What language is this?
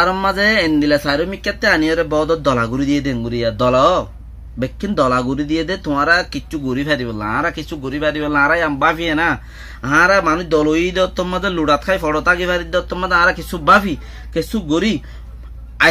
Rohingya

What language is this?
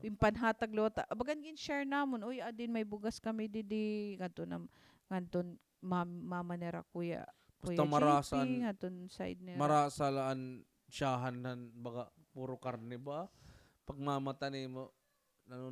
Waray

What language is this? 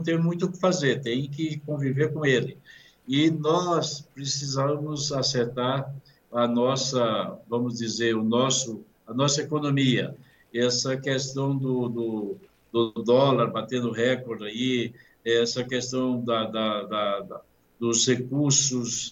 Portuguese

